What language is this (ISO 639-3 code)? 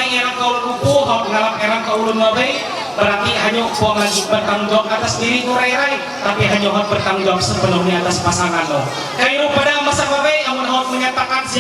mhy